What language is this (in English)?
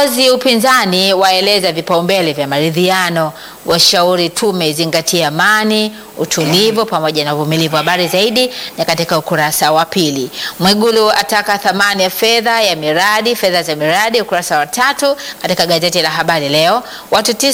Swahili